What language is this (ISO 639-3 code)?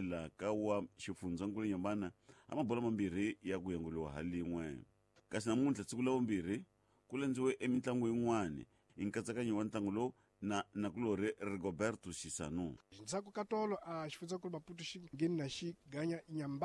tso